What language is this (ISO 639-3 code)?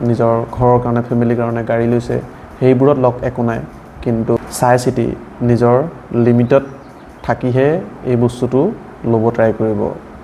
asm